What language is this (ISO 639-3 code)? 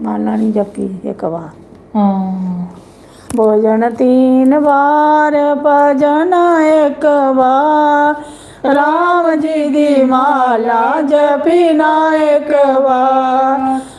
doi